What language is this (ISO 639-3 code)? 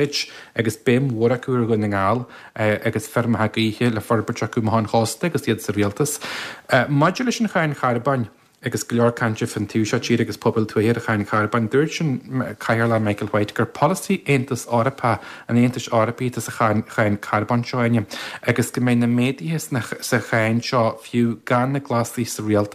gle